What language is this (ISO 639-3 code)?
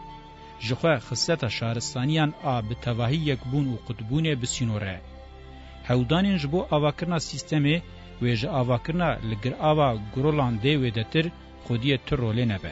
kur